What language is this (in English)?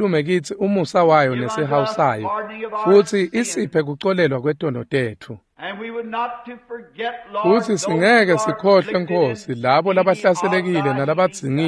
Swati